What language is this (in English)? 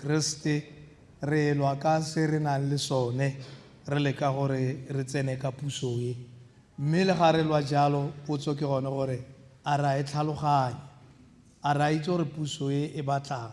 Tswana